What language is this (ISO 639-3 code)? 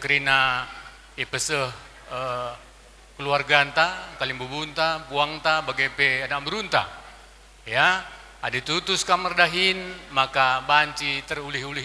btx